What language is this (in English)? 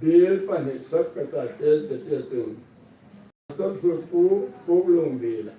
Hmar